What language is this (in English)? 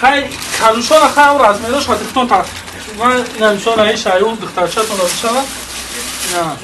Tajik